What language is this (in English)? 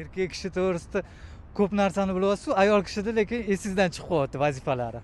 Uzbek